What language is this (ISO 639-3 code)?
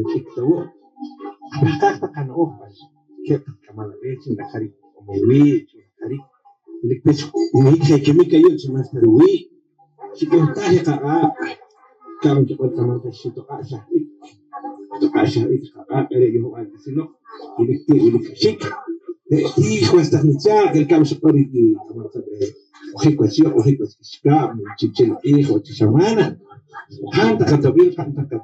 poh